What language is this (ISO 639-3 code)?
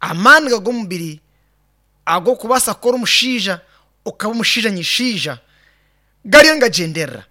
nyn